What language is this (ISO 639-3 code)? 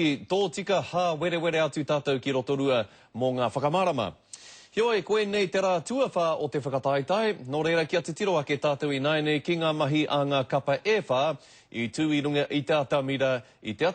mri